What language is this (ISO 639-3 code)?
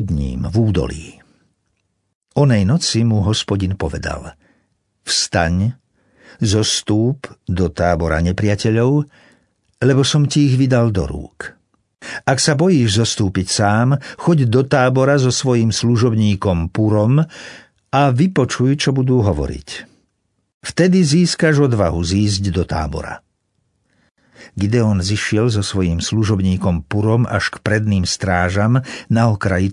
slk